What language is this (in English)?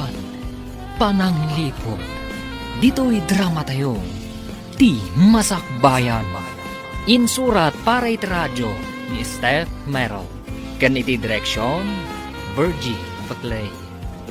Iloko